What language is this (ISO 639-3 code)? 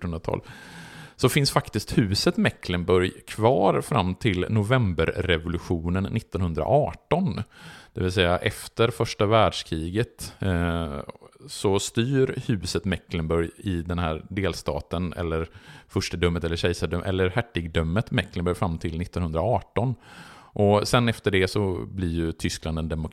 swe